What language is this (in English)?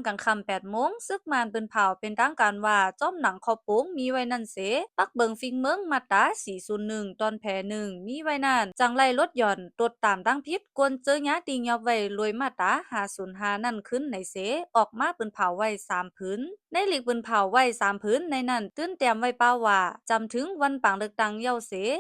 Shan